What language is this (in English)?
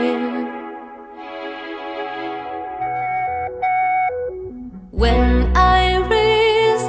English